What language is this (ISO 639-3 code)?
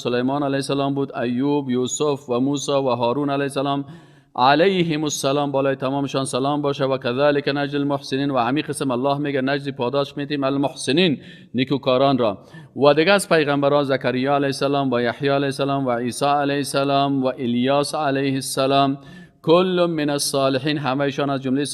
fas